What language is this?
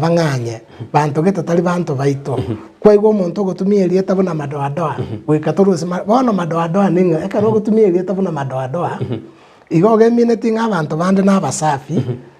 Gusii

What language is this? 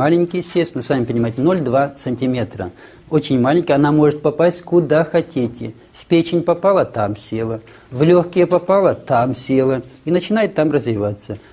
Russian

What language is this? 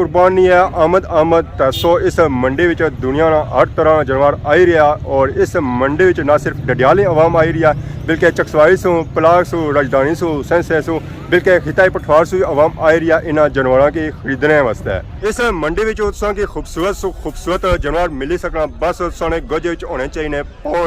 Pahari-Potwari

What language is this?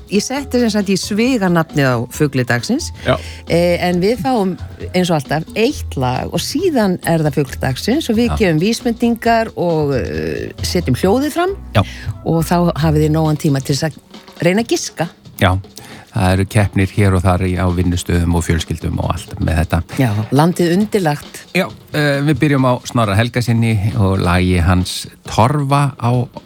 Icelandic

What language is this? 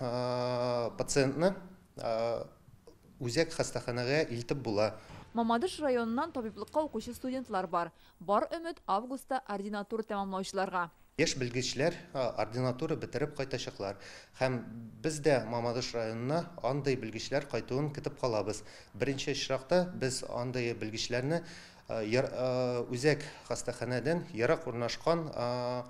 Tatar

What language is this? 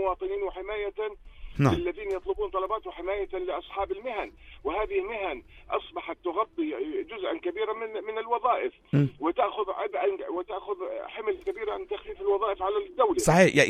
North Levantine Arabic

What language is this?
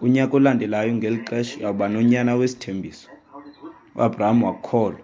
Xhosa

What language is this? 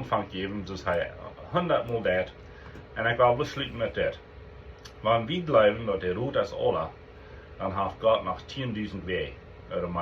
Plautdietsch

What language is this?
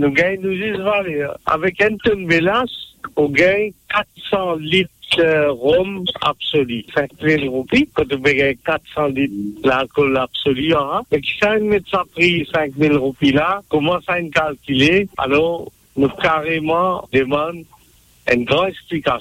Morisyen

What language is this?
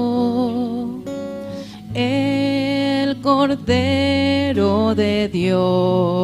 Aymara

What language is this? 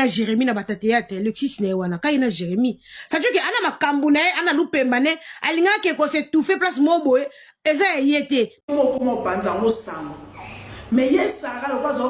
Lingala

